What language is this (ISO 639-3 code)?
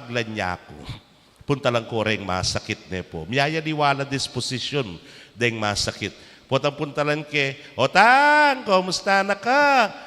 pam